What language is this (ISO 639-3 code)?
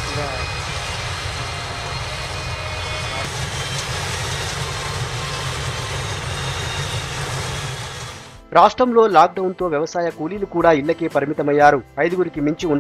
tel